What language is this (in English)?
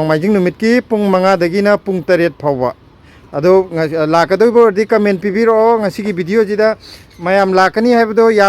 Manipuri